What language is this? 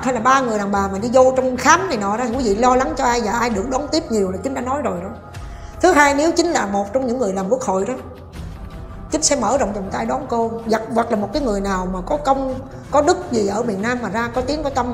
Vietnamese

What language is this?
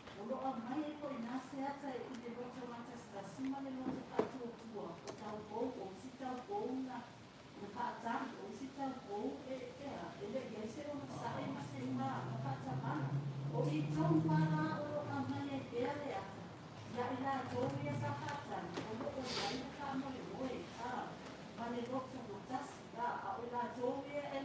Samoan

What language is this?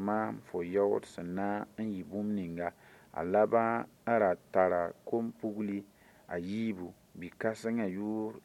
Mossi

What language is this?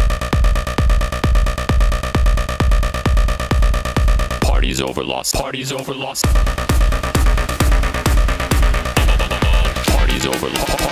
English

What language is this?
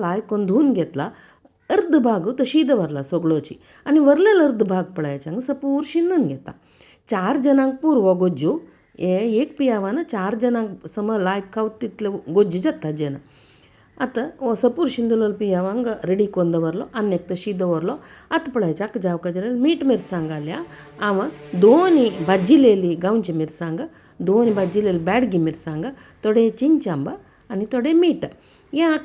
Konkani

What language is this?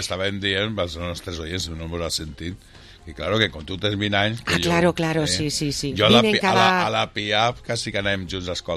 Catalan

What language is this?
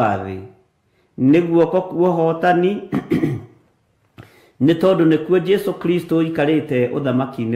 Kikuyu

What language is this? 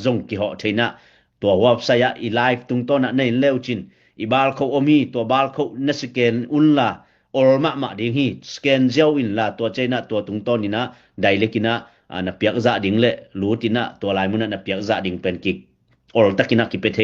Tedim Chin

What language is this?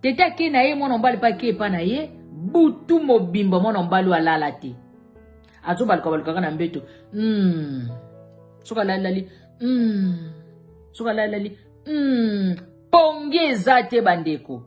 Lingala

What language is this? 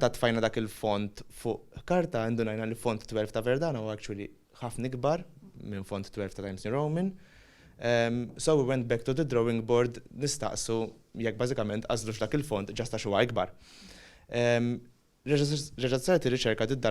Maltese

